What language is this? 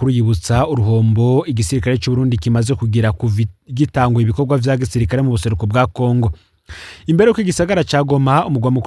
Rundi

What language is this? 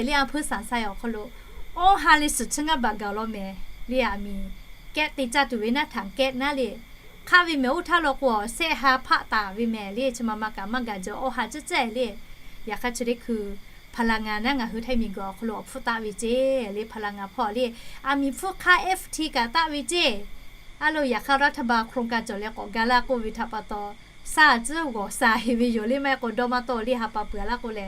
Lahu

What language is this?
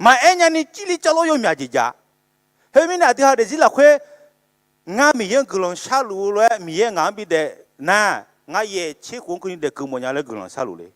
Akha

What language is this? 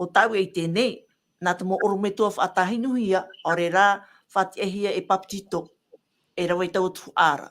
Tahitian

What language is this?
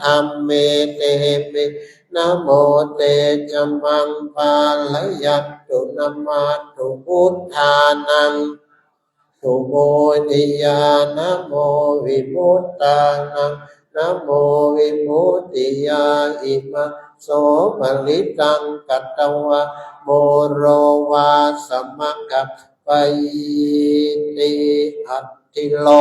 Pali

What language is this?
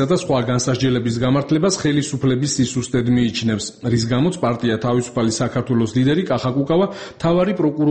Georgian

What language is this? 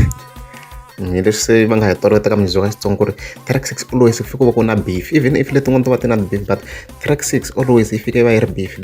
Tsonga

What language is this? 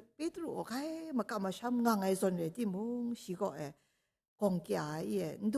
Kachin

